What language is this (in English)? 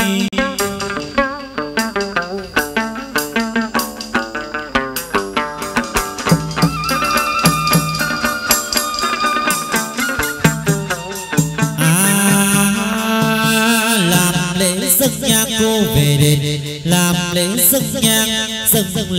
Vietnamese